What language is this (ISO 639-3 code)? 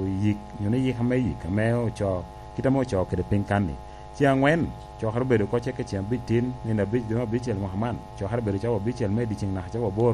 laj